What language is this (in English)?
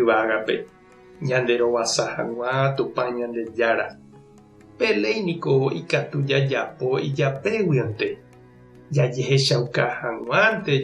Guarani